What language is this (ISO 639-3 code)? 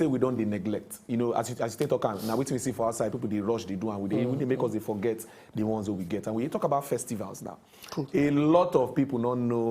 pcm